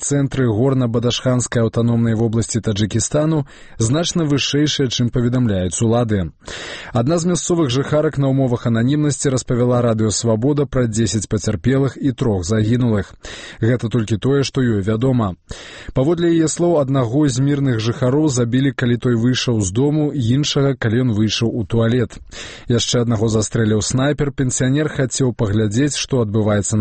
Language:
Belarusian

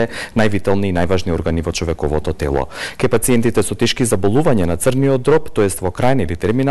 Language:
Macedonian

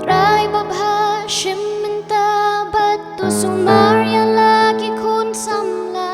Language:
Khasi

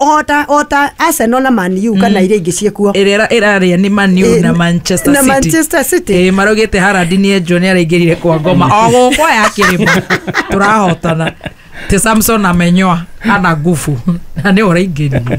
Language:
Kikuyu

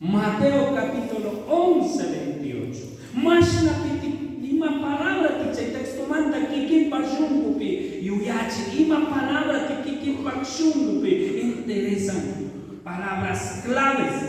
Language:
Chimborazo Highland Quichua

